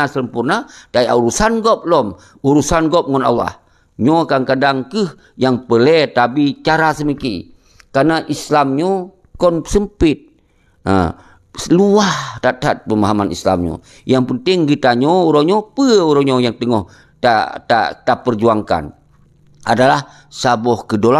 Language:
Achinese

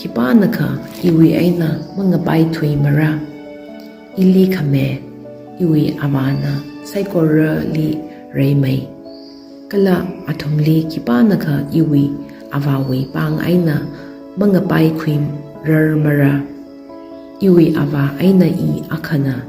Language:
Tangkhul Naga (India)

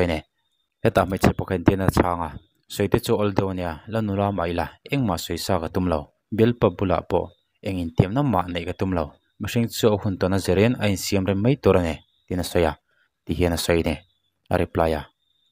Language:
Mizo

